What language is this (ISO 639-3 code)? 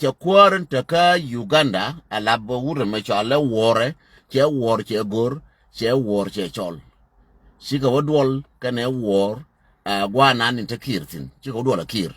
nus